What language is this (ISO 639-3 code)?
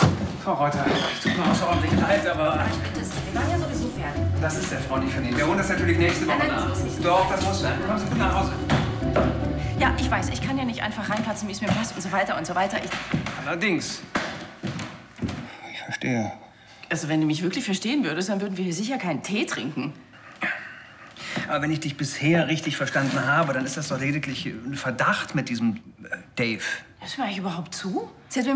deu